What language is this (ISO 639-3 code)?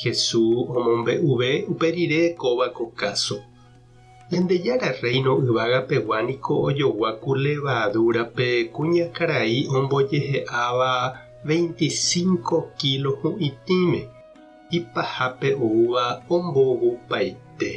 grn